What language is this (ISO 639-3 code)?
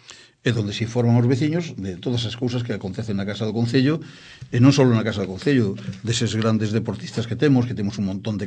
glg